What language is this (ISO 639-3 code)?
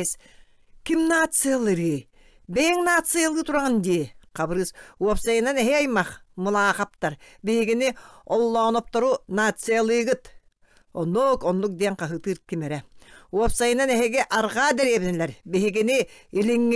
sah